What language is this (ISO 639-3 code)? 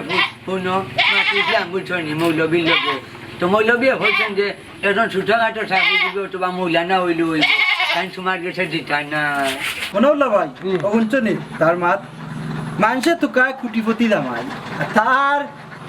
syl